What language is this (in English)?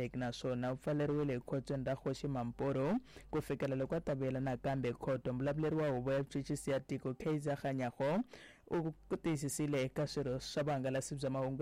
Tsonga